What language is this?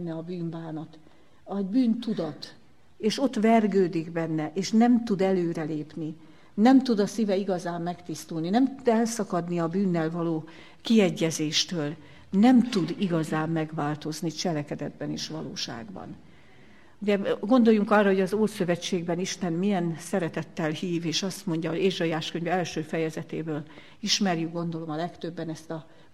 Hungarian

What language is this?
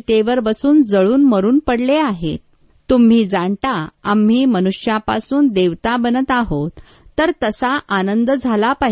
Marathi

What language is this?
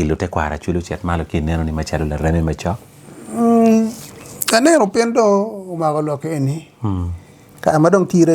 Acoli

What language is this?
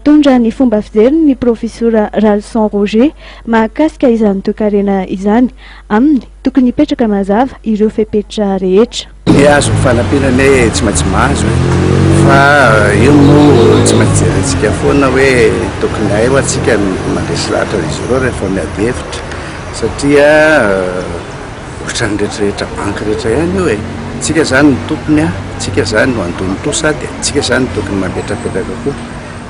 Malagasy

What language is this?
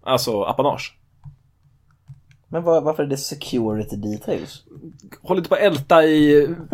Swedish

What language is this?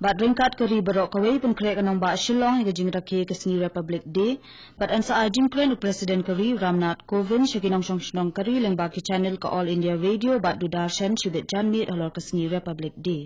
Khasi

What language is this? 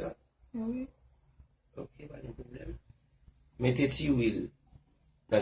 Haitian Creole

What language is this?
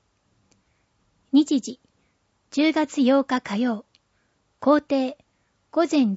Japanese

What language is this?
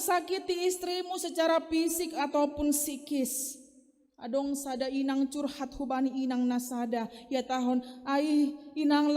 Batak Simalungun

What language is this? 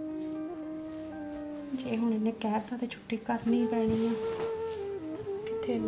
Punjabi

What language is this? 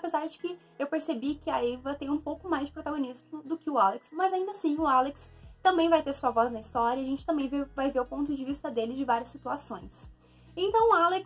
Portuguese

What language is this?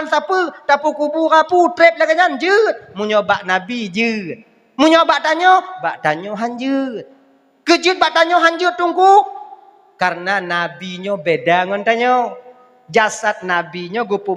Achinese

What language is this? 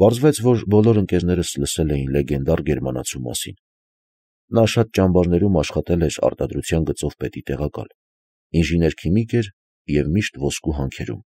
Armenian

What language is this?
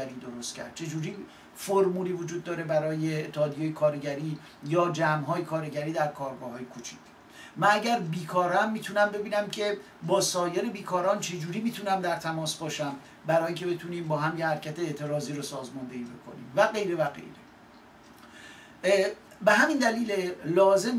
Persian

